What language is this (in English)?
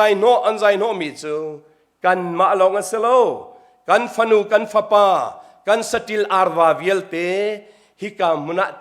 Hakha Chin